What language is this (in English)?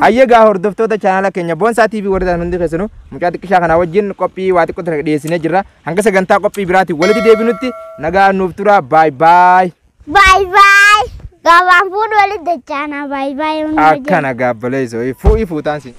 Oromo